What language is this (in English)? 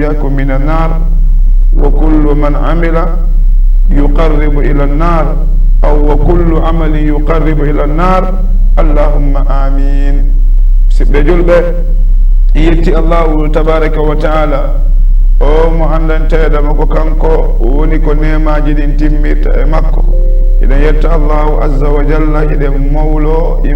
Fula